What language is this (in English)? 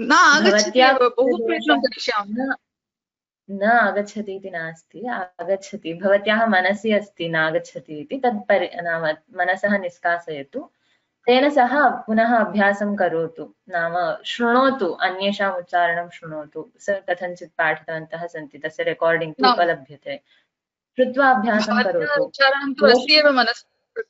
Sanskrit